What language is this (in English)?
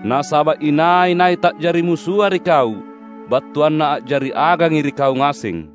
Makasar